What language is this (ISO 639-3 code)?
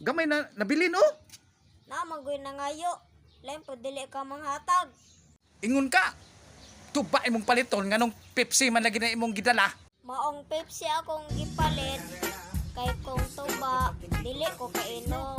ceb